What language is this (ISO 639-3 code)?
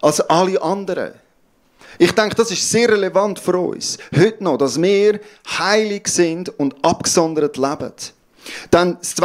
gsw